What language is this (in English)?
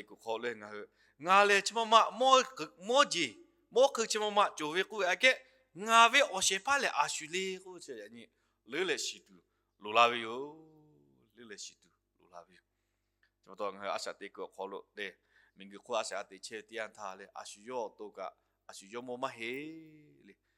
Lahu